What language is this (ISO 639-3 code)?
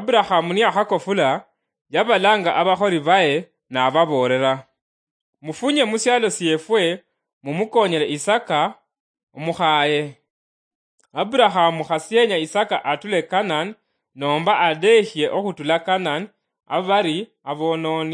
luy